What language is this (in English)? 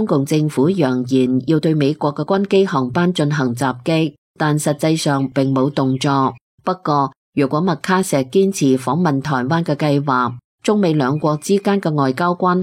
Cantonese